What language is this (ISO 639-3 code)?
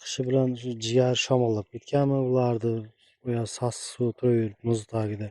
uzb